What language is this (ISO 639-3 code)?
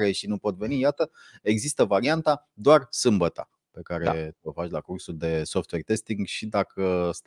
ron